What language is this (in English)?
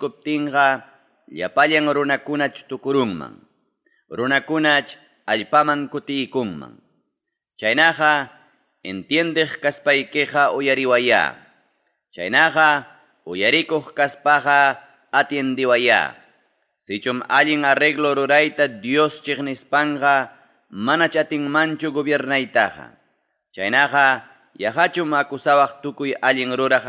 Ayacucho Quechua